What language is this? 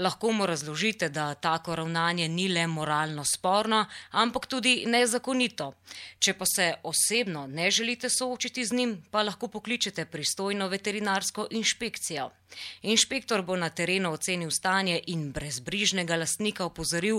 Slovenian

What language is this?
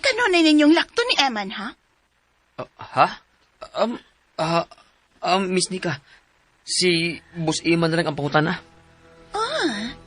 Cebuano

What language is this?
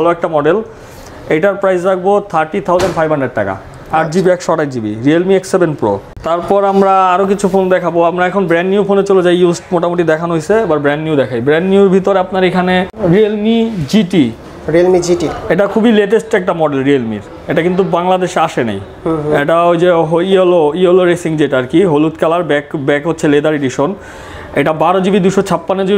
Bangla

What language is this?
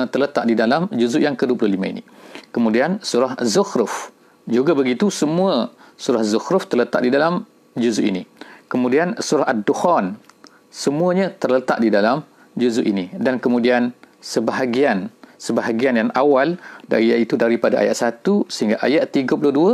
Malay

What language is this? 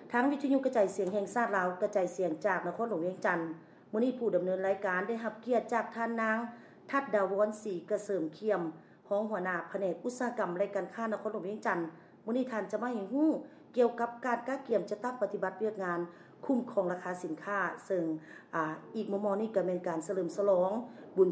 Lao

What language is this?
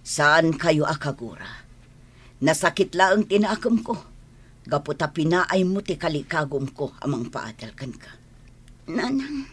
Iloko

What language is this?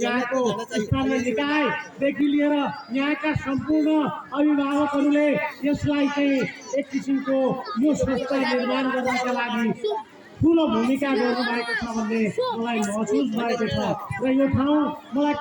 Nepali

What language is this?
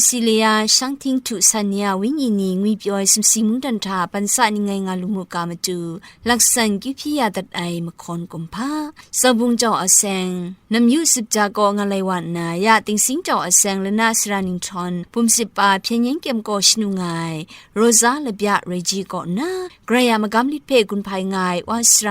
Kachin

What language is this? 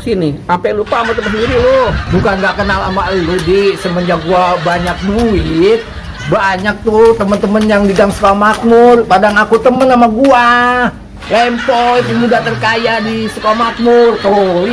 Betawi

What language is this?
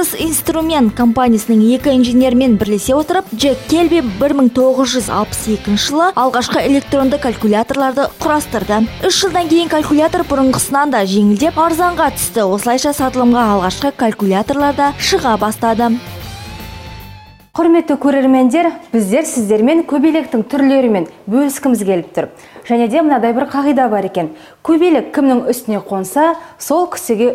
Kazakh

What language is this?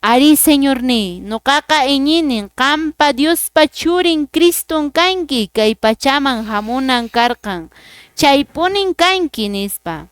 Quechua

